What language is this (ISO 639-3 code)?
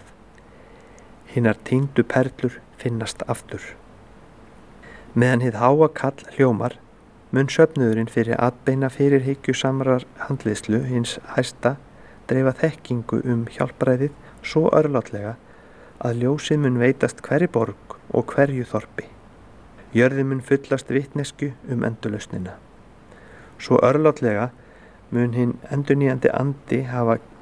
isl